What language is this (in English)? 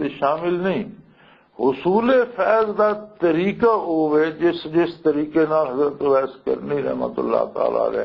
Western Panjabi